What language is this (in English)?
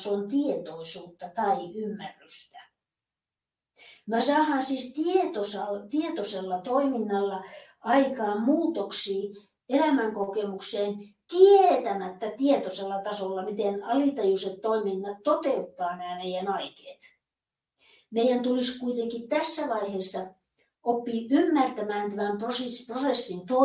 Finnish